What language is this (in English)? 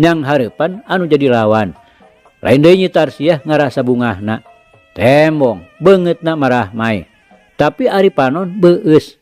Sundanese